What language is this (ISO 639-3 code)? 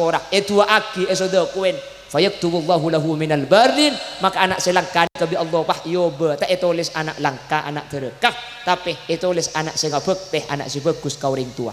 mad